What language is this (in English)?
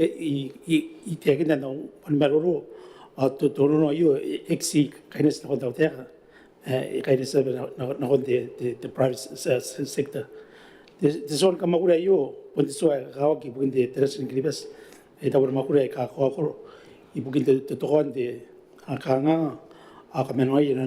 Gilbertese